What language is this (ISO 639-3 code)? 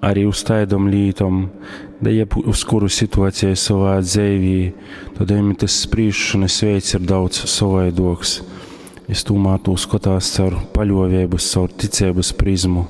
ltg